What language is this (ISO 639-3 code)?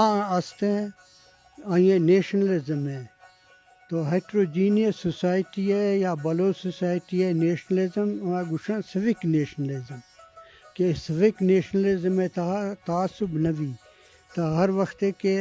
bgp